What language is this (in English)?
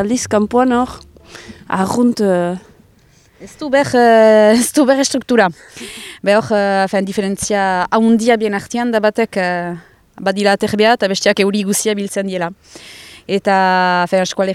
Basque